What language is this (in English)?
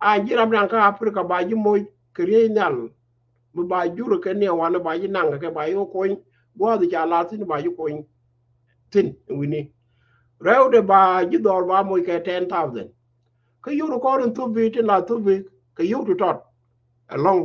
Nuer